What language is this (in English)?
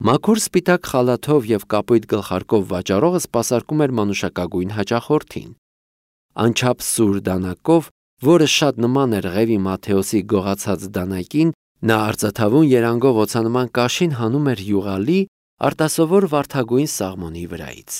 Armenian